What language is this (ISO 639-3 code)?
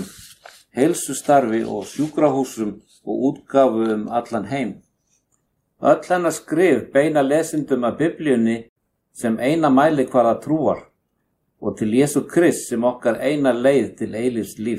isl